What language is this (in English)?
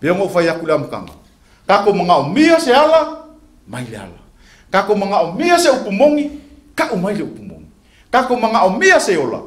Samoan